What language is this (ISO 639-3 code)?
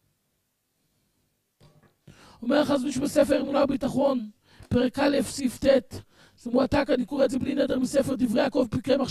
heb